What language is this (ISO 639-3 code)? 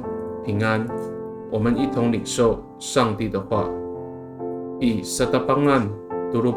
ami